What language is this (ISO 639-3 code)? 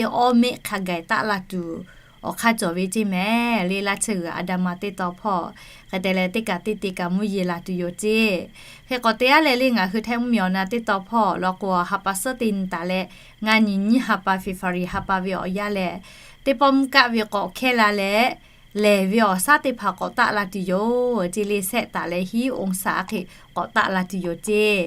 lhu